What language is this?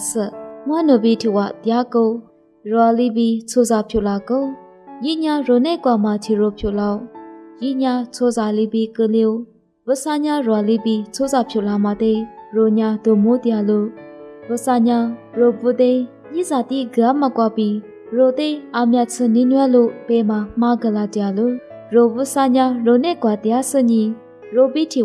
Lisu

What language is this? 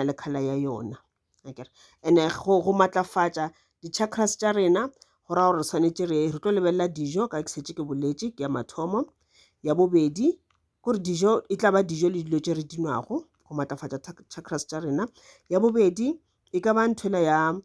Northern Sotho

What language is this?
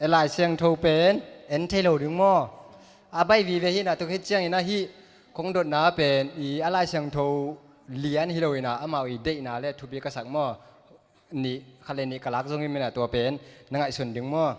Tedim Chin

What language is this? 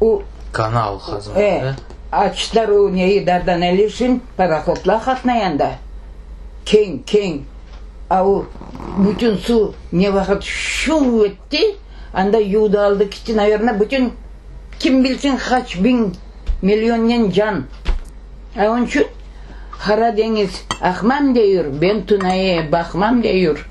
Crimean Tatar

